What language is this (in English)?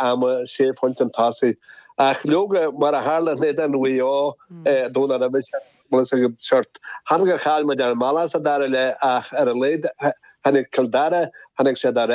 Irish